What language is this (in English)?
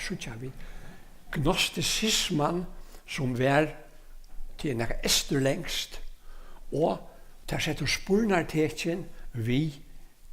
Faroese